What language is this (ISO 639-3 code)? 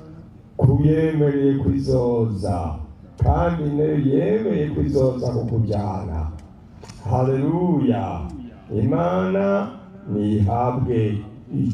run